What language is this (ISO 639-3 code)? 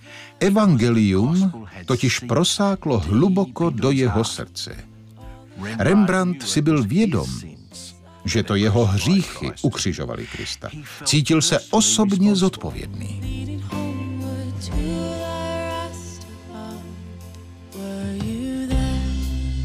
ces